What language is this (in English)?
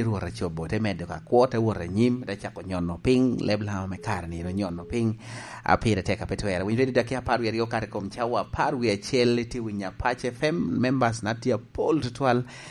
Lango (Uganda)